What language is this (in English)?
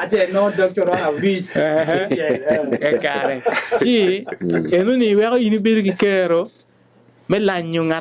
Acoli